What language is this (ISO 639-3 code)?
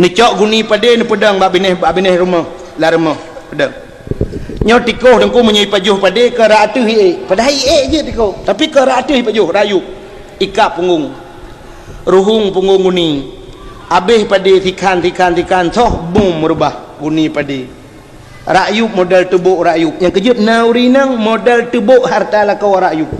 ace